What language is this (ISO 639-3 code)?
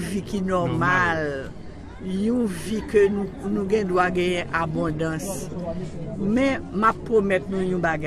hat